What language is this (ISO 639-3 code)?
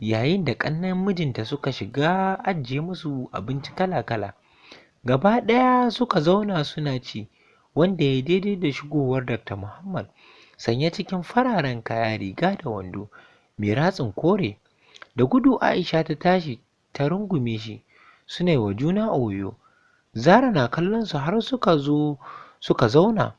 hau